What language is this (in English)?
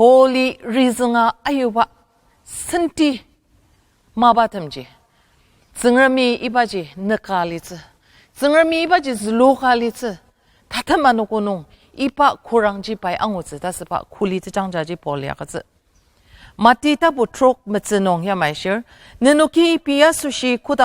Ao Naga